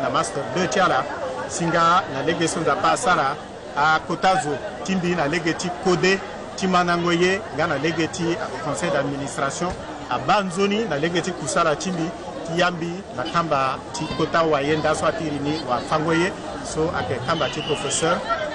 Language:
Sango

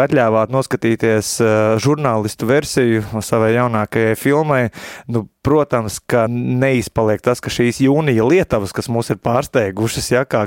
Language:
Latvian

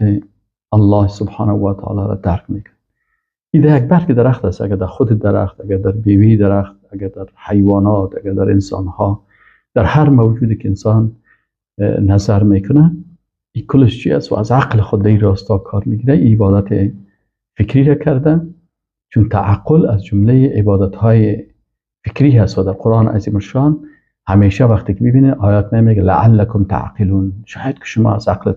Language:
Persian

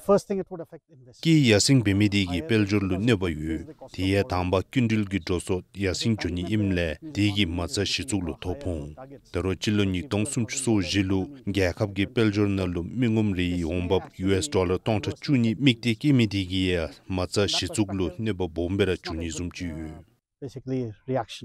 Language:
Dzongkha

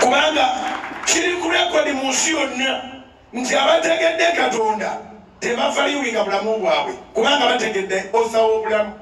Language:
Ganda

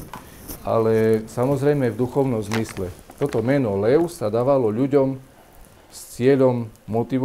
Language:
Slovak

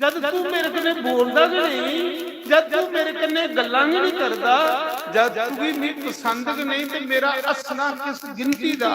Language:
Dogri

